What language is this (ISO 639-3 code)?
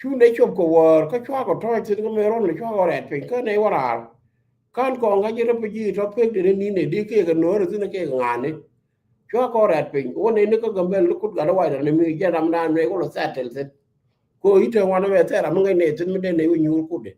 nus